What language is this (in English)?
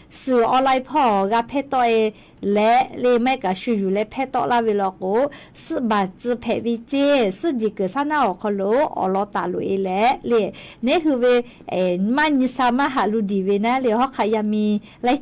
Lahu